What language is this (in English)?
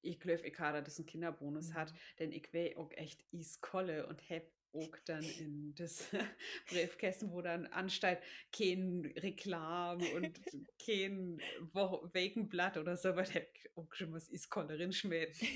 Low German